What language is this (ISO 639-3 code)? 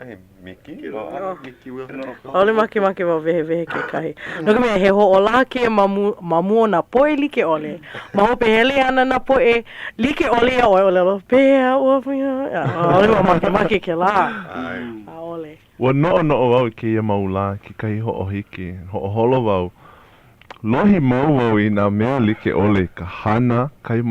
haw